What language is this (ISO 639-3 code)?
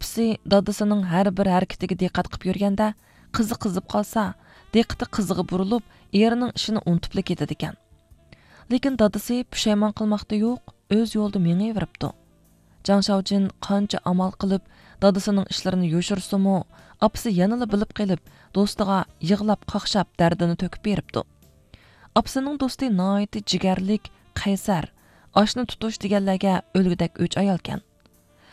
uig